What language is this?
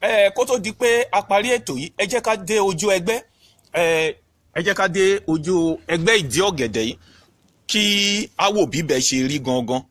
Yoruba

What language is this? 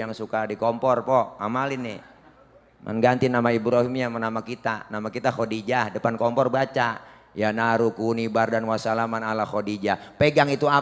Betawi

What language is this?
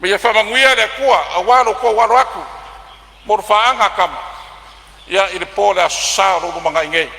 Samoan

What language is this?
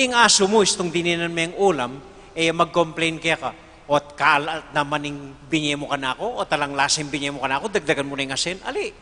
Pampanga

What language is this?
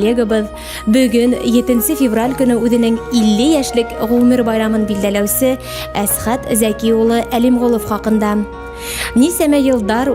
Bashkir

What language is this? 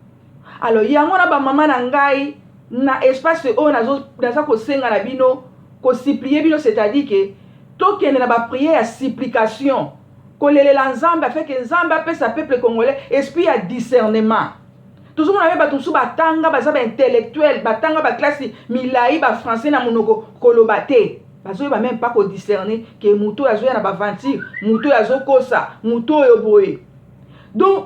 Lingala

